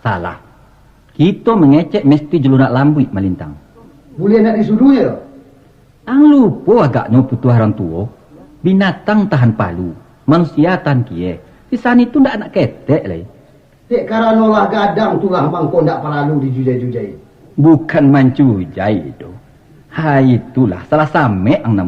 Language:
Minangkabau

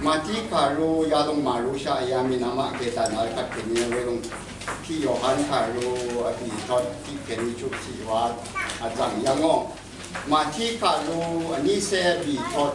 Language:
Rawang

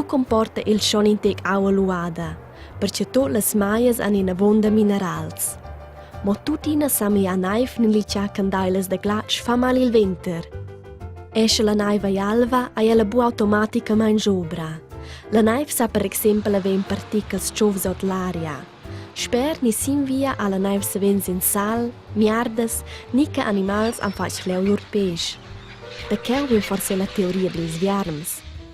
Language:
Romansh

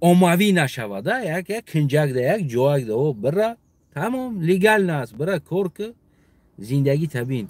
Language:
Tajik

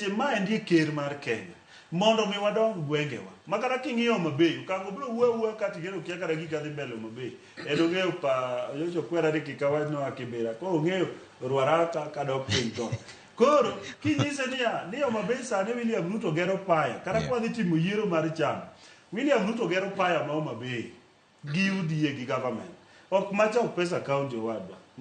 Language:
Luo (Kenya and Tanzania)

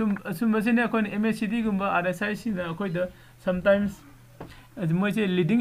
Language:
Manipuri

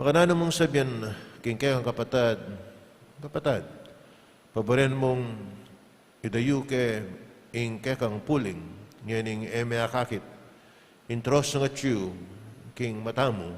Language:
Pampanga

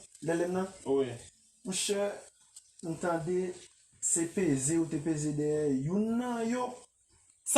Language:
Haitian Creole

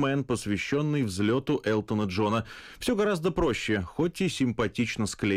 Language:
Russian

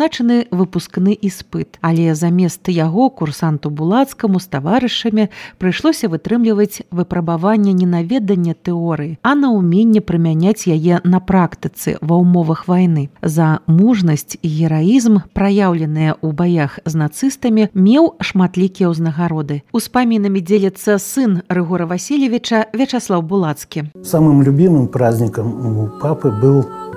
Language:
Belarusian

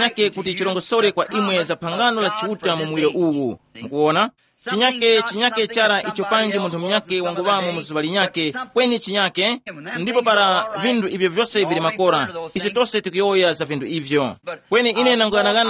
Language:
Tumbuka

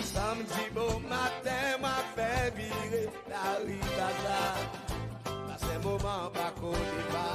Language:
Seselwa Creole French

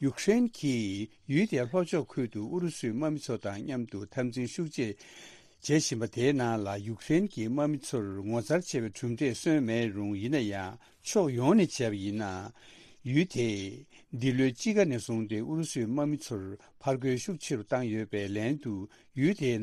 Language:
Tibetan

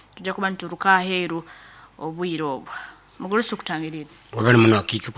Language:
Nyoro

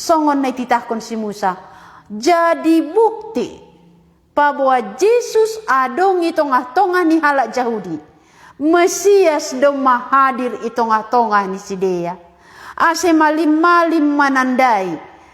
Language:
Batak Simalungun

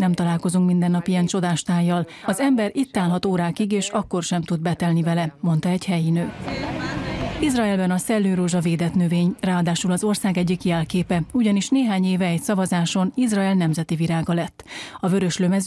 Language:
Hungarian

